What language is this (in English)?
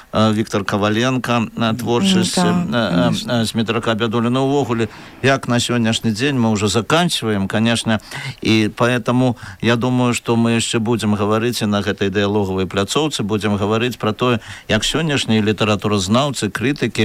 Belarusian